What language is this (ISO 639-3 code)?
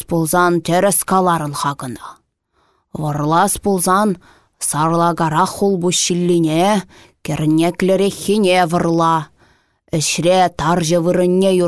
chv